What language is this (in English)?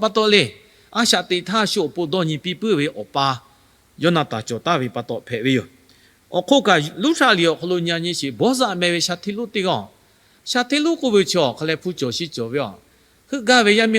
Lahu